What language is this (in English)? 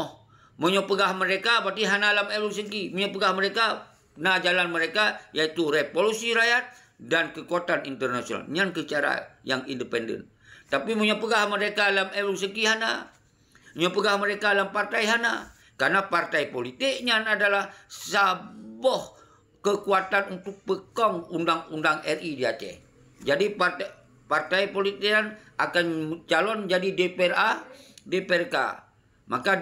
Achinese